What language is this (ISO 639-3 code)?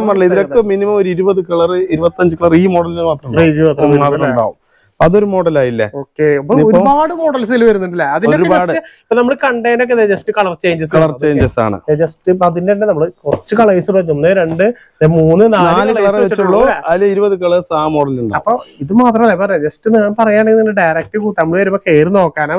mal